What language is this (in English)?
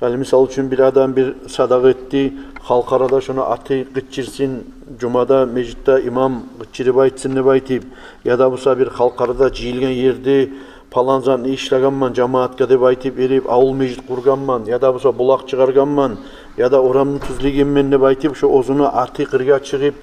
Kumyk